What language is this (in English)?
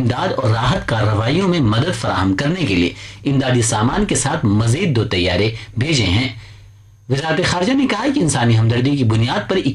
Urdu